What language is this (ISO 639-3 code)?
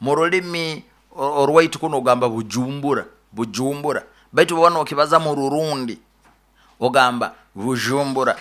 nyo